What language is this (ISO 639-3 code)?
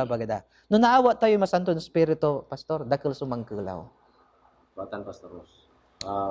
pag